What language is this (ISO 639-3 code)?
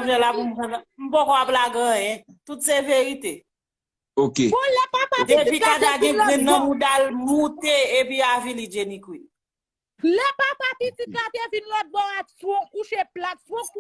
hat